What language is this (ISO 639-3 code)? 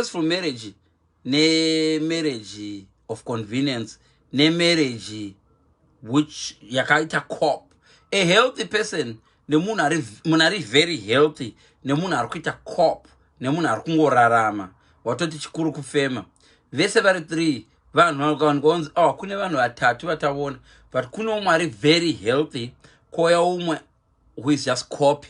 sna